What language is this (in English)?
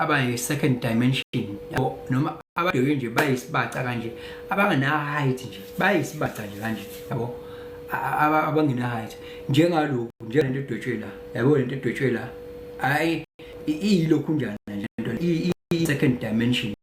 Zulu